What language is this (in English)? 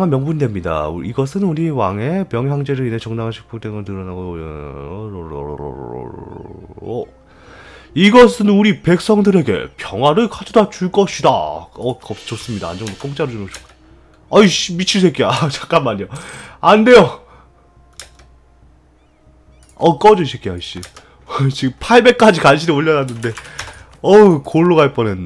Korean